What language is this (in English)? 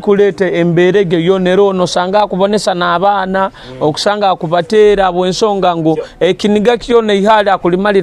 Nyoro